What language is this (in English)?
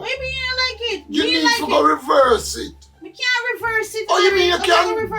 Jamaican Creole English